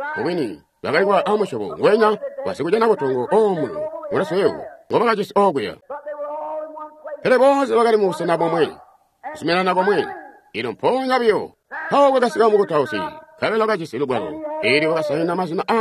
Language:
Tonga (Zambia)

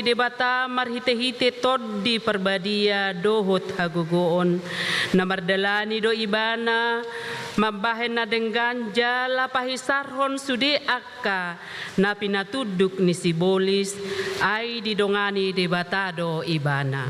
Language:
Batak Toba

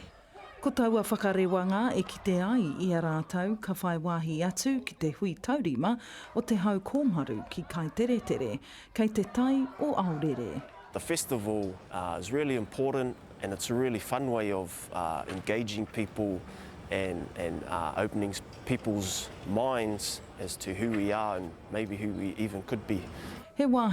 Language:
Māori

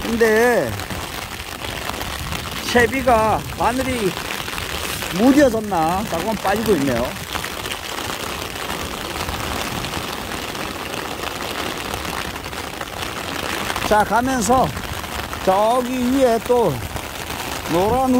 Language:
Korean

